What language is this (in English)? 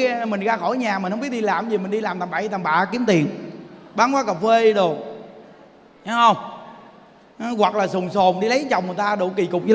Vietnamese